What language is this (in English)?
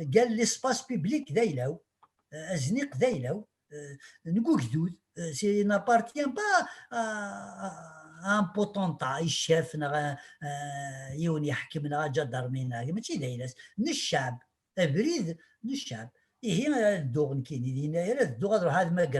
Kabyle